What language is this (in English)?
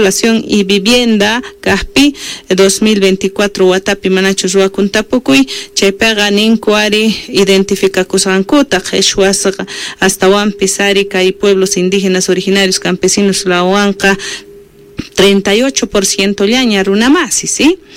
South Bolivian Quechua